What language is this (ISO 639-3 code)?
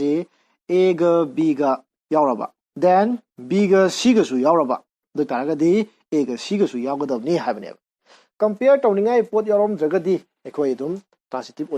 mni